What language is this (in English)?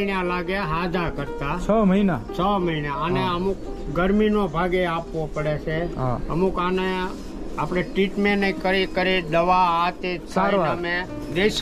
Gujarati